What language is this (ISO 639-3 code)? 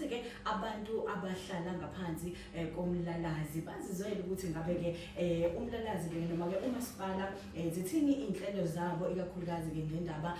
zul